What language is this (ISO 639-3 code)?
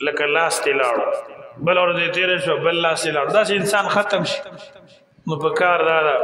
pus